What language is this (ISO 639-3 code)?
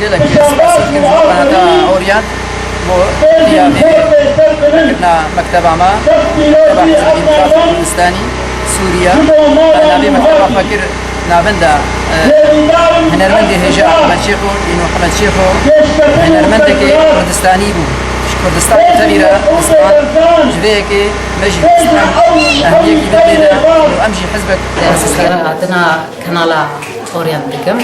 kur